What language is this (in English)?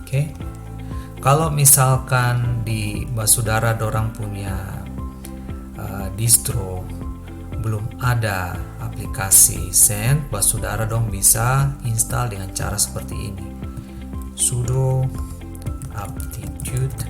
Ambonese Malay